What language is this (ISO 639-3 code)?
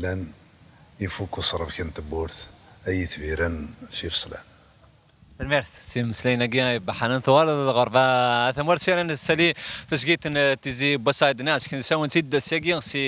kab